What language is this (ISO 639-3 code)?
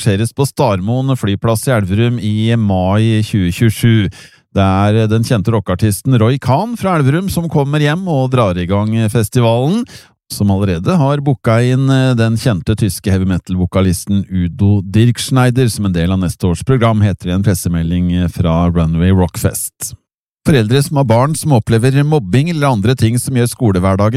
nor